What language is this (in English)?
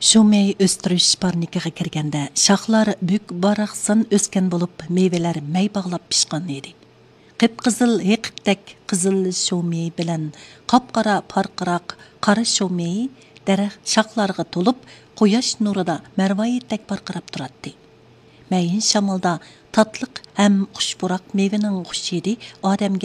Uyghur